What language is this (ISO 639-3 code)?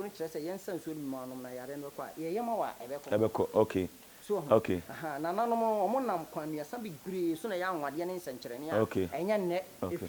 aka